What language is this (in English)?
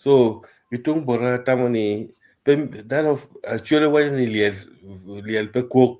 Acoli